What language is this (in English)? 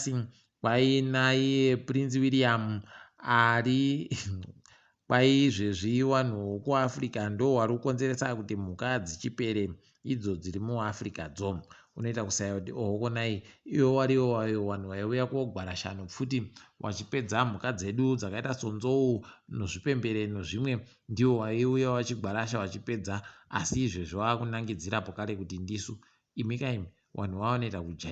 Ndau